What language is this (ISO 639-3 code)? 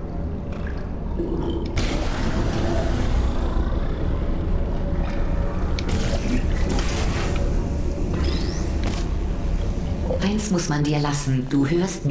deu